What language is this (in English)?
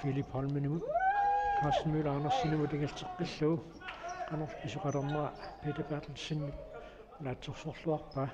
Kalaallisut